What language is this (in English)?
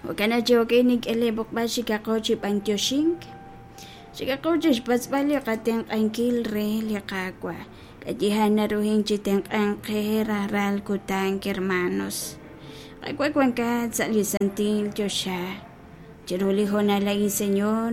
Kekchí